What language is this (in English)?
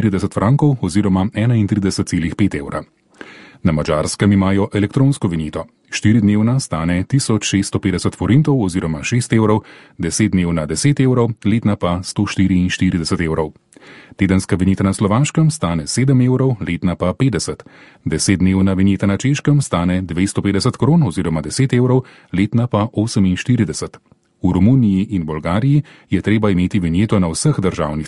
Slovenian